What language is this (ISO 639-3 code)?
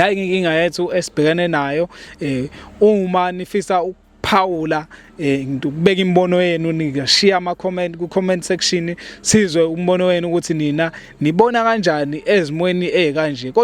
zul